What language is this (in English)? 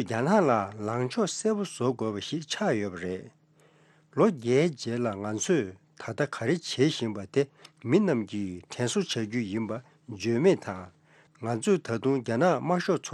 Tibetan